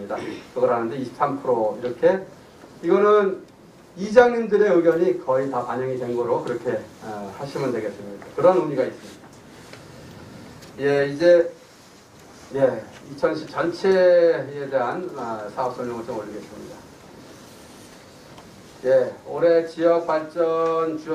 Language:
Korean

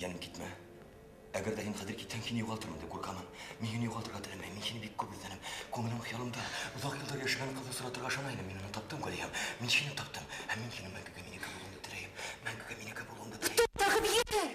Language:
Bashkir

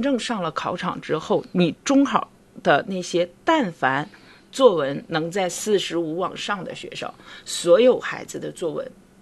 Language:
Chinese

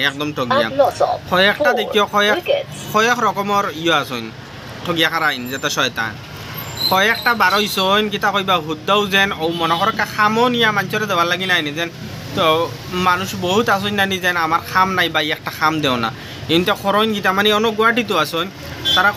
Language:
Sylheti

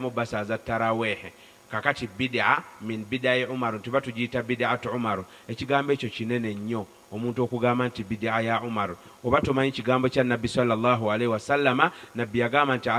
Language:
Ganda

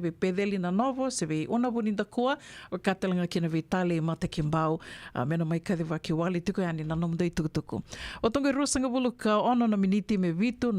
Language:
Fijian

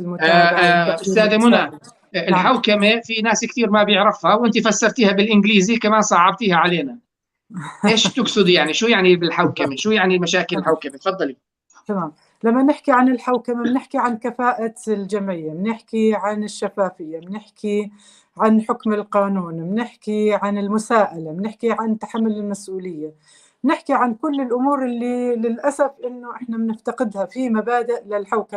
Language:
North Levantine Arabic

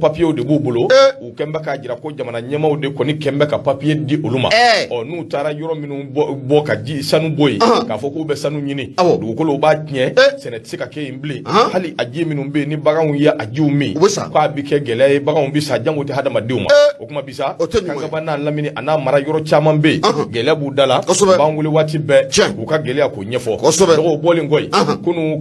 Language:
Bambara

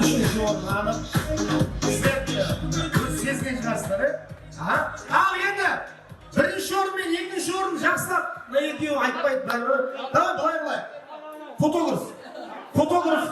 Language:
Kara-Kalpak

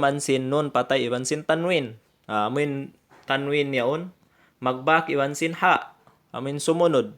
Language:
Tausug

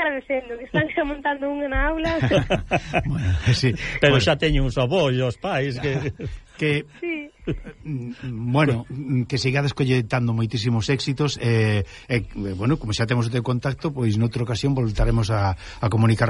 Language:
Galician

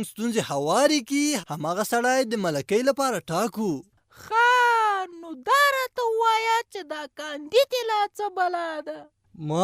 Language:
Pashto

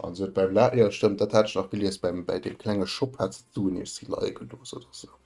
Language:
Luxembourgish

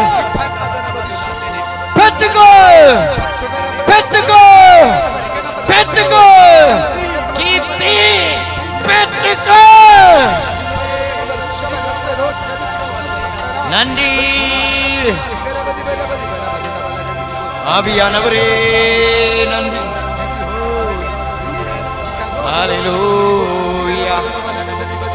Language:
Tamil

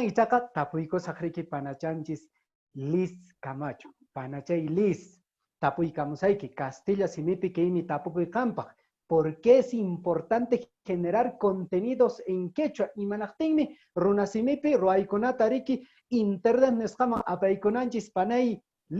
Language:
Quechua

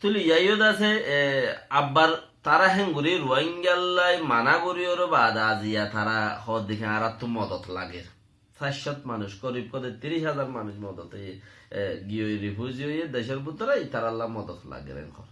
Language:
Rohingya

